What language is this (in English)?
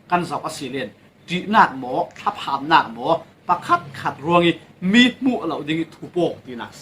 Falam Chin